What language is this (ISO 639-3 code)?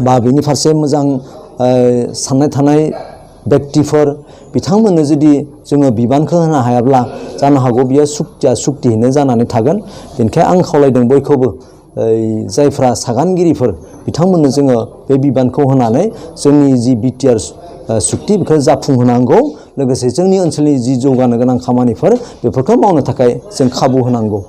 brx